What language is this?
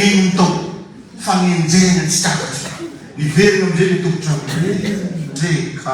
Malagasy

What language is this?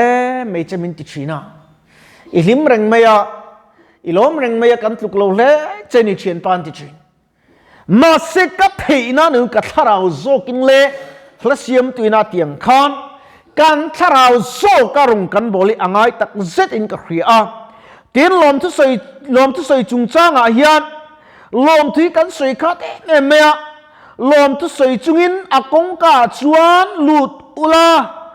Mizo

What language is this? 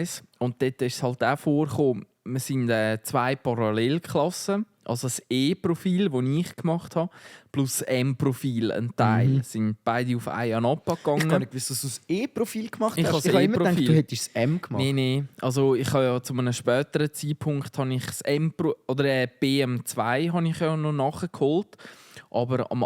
Swiss German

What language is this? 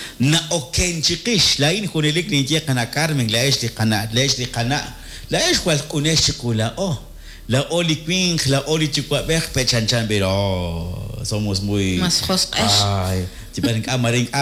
Kekchí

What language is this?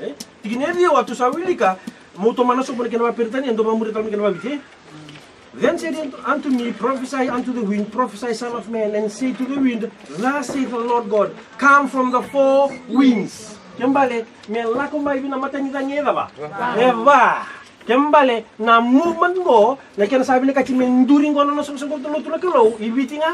Fijian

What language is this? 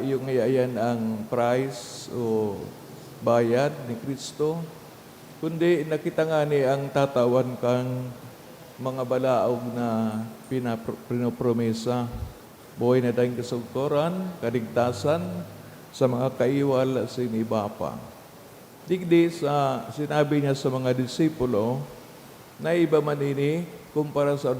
Bikol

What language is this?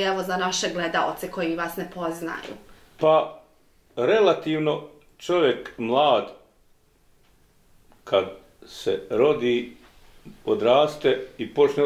Bosnian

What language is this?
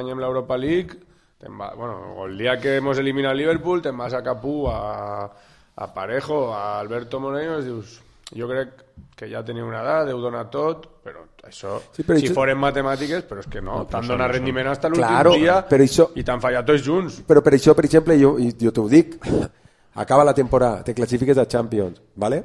Catalan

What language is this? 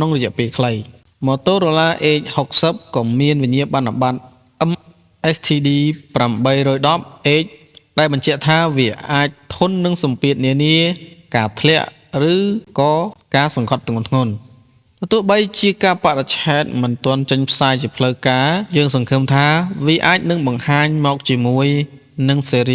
Khmer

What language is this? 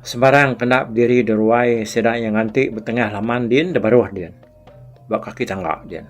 Iban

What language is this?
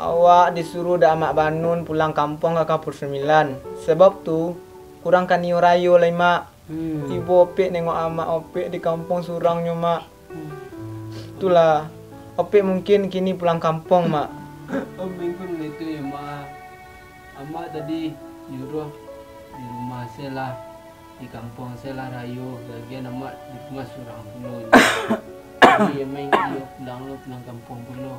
Minangkabau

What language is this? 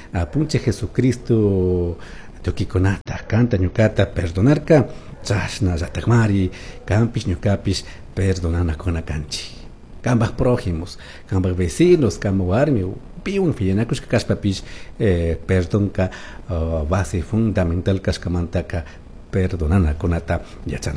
Chimborazo Highland Quichua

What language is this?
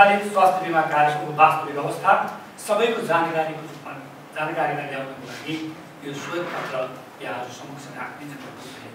Nepali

